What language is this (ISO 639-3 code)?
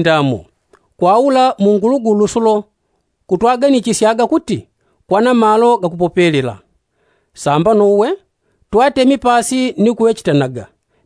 yao